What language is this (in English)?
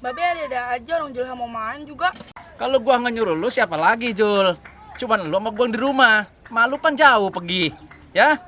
Betawi